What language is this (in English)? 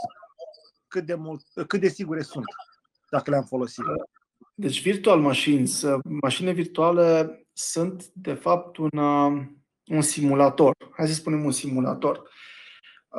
Romanian